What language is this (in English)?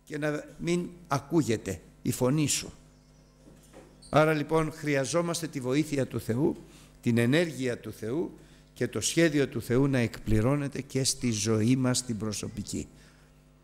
Greek